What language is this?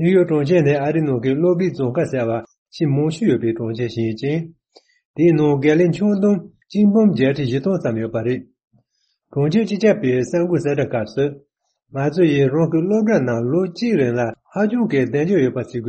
Tibetan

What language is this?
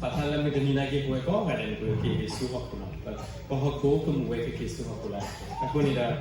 S'gaw Karen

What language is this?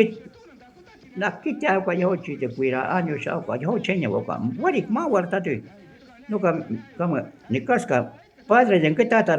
Shuar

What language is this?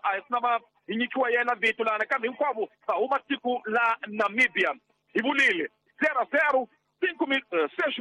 Tsonga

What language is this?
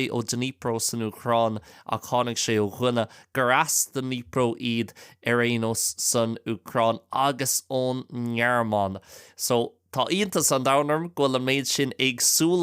Irish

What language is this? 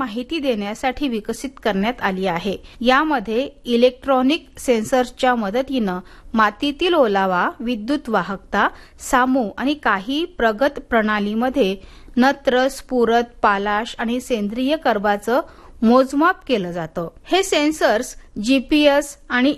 Marathi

